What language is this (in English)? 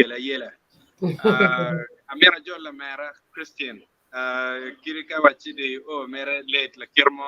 Acoli